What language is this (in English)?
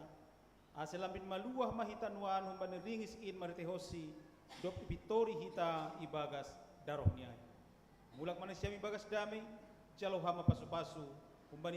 Batak Simalungun